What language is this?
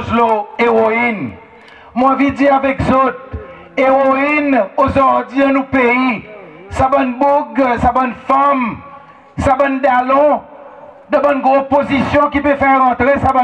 Seselwa Creole French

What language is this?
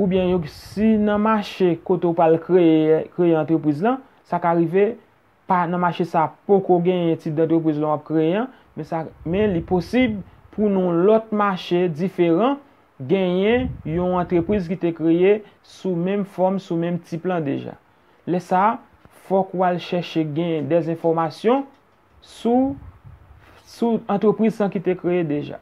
Haitian Creole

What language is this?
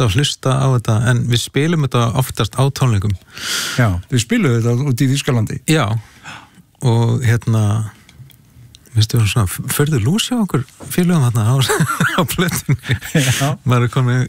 Icelandic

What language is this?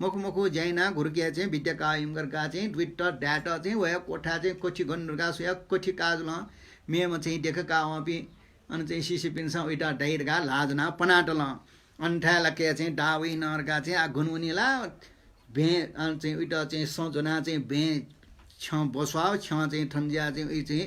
Newari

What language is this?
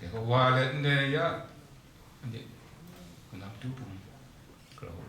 Kachin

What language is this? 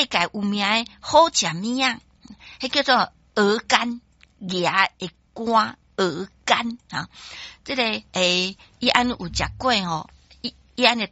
Min Nan Chinese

